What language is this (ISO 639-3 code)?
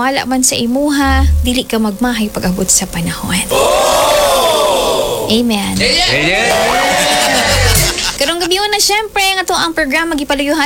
ceb